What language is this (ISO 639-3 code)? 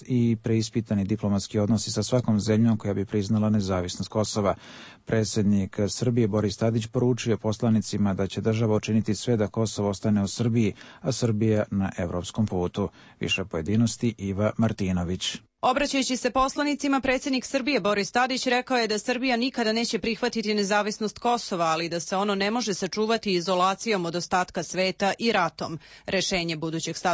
srp